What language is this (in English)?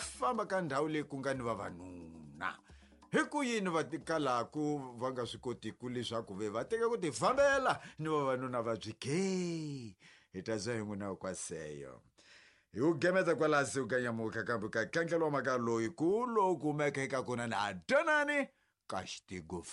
Tsonga